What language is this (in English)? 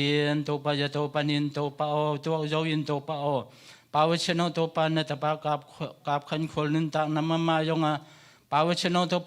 Tedim Chin